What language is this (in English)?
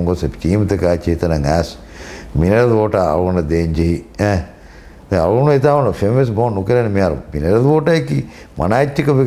Divehi